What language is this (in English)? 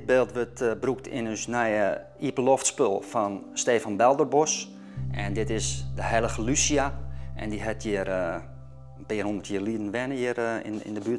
Western Frisian